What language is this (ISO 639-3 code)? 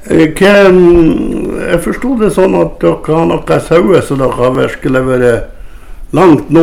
nor